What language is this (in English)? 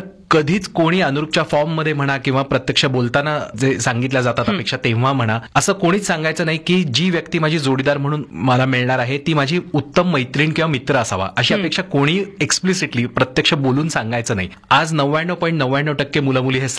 Marathi